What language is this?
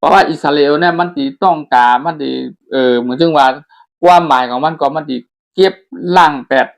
Shan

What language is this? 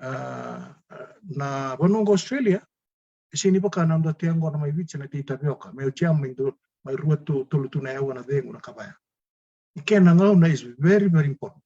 Fijian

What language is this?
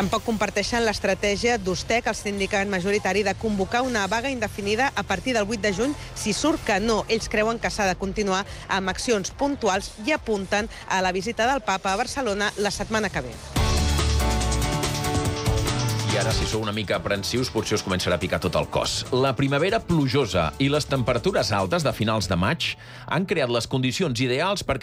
Catalan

